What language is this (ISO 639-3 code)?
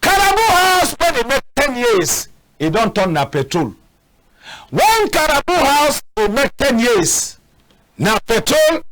wes